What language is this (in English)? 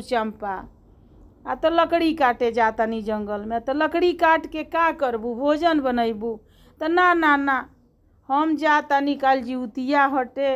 Bhojpuri